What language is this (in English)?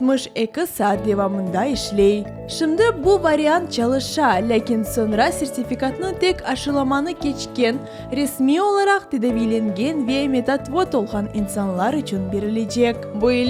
Crimean Tatar